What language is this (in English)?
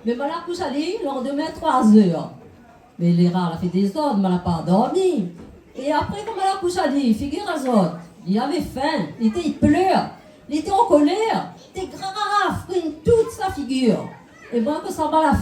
Réunion Creole French